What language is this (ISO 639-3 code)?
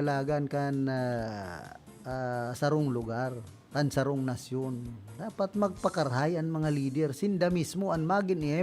bik